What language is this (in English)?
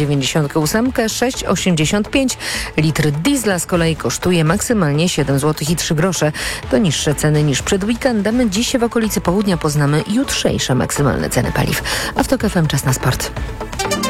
Polish